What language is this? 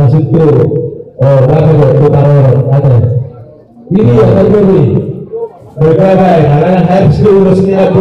Batak Toba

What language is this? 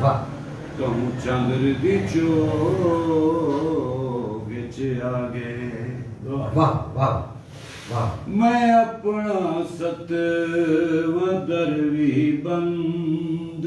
Saraiki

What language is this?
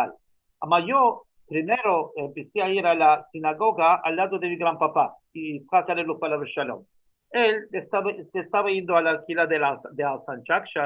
Ladino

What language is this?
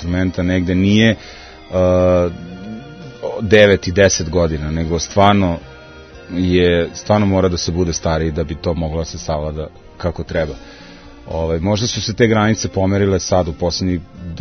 Serbian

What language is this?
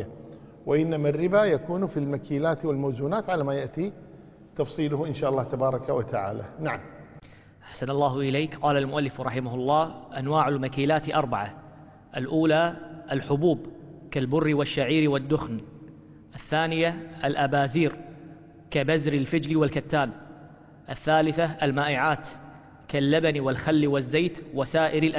Arabic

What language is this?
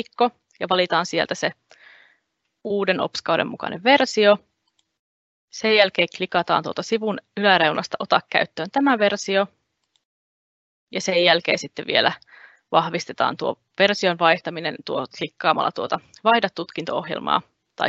Finnish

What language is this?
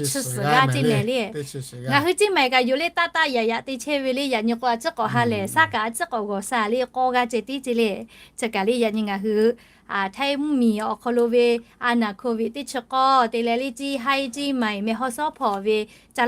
Lahu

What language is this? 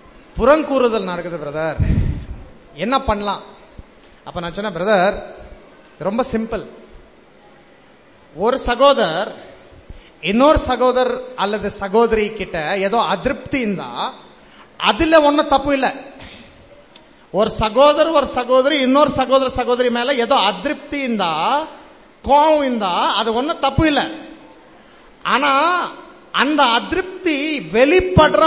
Tamil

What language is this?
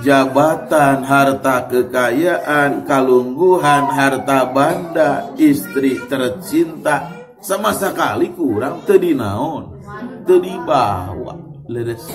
Sundanese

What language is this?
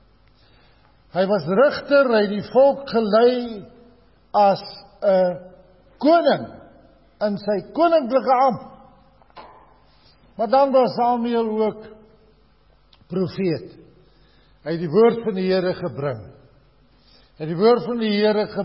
Afrikaans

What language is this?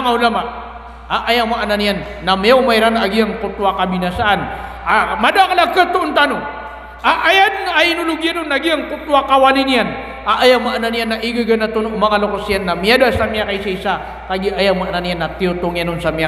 Maranao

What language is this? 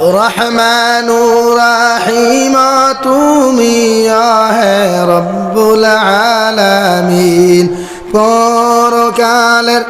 Sylheti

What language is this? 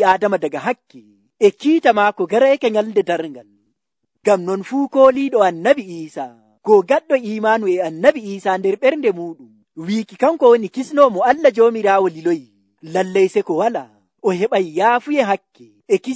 Nigerian Fulfulde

